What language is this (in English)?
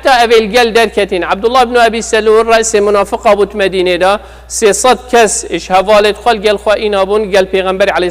Kurdish